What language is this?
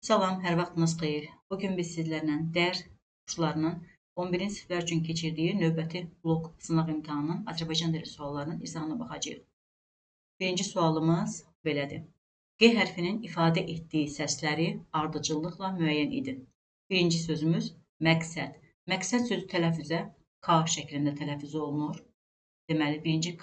Azerbaijani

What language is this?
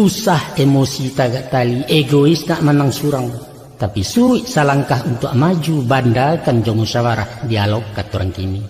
Minangkabau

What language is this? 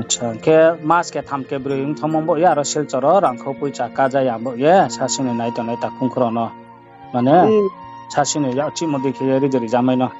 Riang (India)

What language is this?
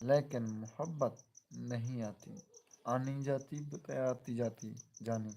Saraiki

